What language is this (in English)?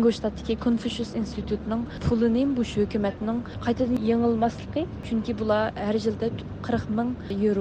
Uyghur